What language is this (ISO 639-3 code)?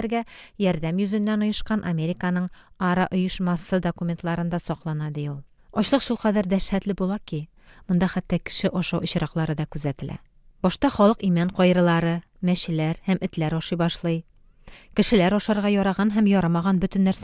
tat